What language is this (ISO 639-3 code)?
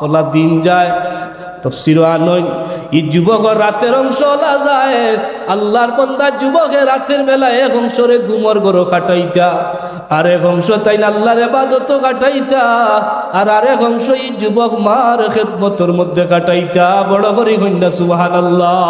syl